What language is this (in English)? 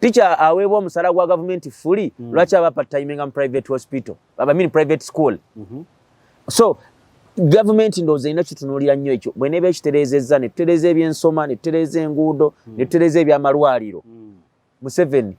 Ganda